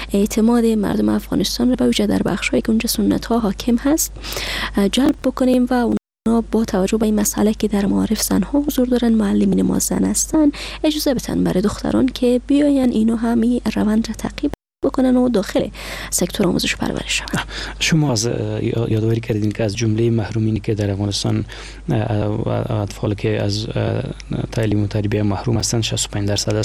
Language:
Persian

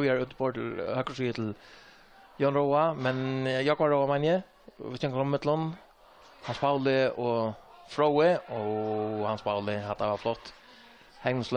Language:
Faroese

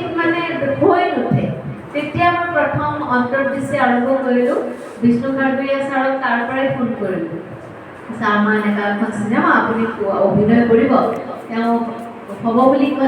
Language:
Assamese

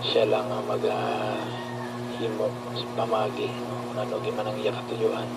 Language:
Hiligaynon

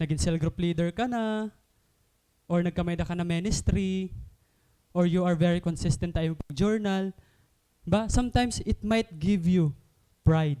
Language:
Waray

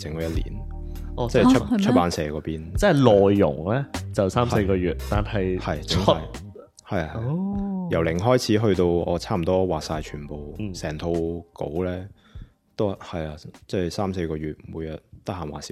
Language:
Cantonese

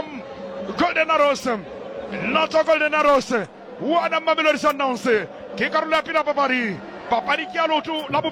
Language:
Southern Sotho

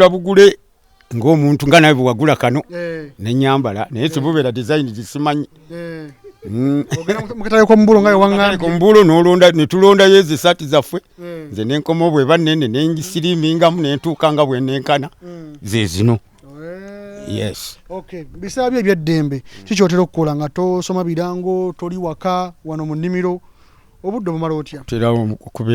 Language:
Ganda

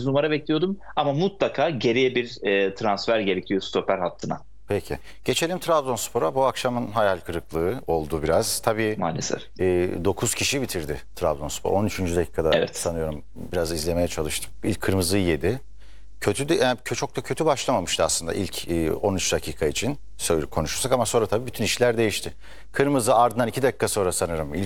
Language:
Turkish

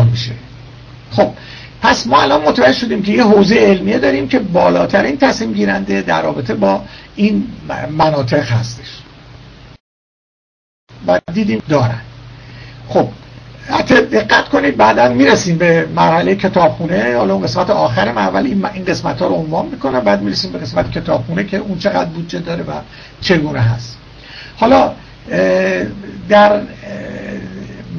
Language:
Persian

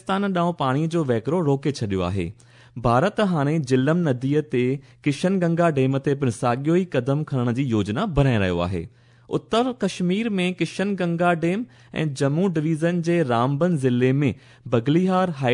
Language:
Sindhi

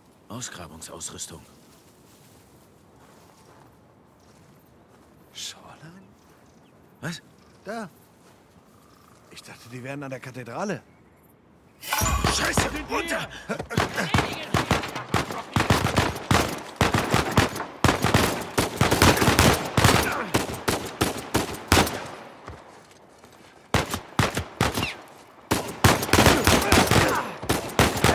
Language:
German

